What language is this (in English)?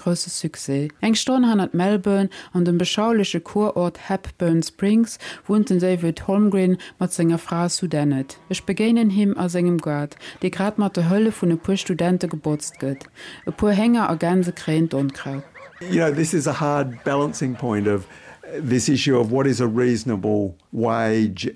Luxembourgish